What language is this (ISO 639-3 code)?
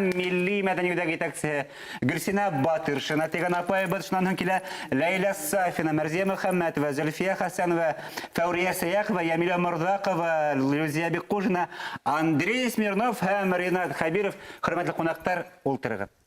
bak